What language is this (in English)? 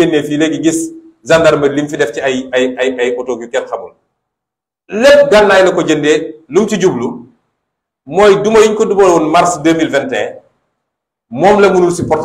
Wolof